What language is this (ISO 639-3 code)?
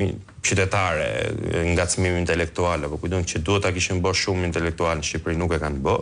sqi